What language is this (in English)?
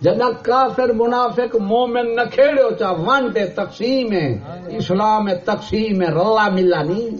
Saraiki